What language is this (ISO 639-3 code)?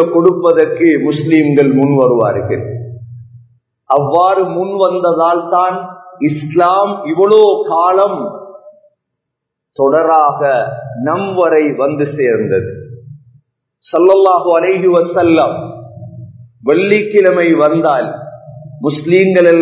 tam